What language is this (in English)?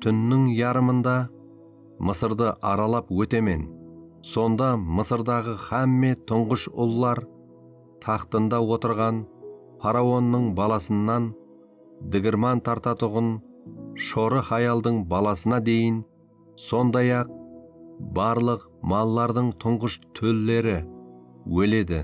Kara-Kalpak